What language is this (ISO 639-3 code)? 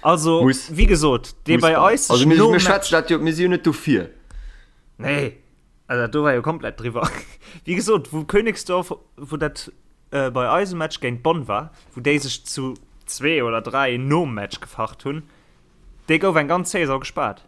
ltz